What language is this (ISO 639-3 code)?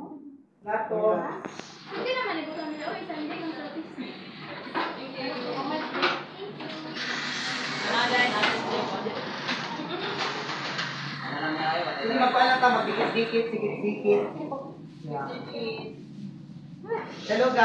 fil